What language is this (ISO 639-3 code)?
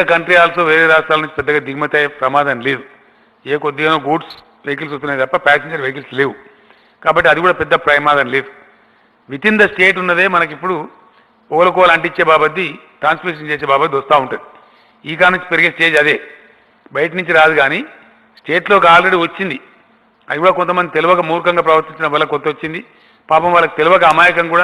tel